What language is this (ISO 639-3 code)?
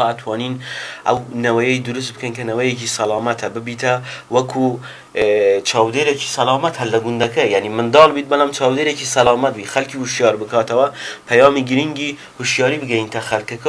ckb